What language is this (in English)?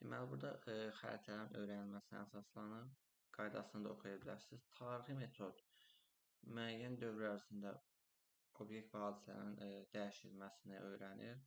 Azerbaijani